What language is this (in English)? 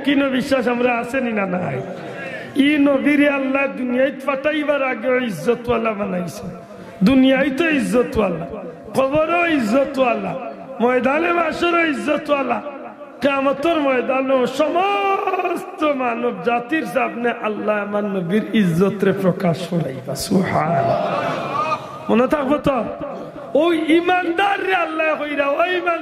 Sylheti